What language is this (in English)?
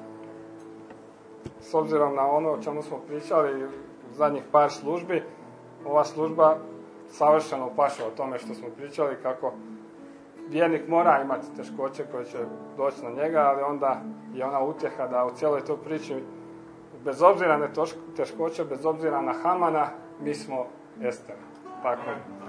Croatian